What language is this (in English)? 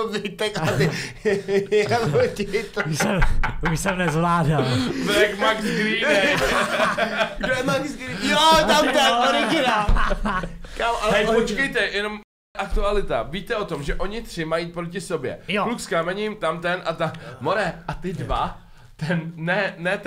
Czech